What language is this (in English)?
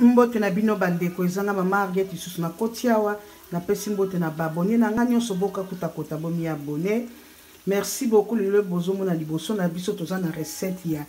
Lingala